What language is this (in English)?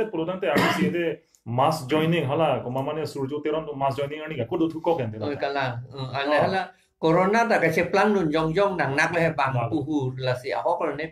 Karbi